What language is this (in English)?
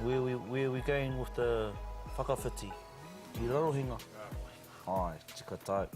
Māori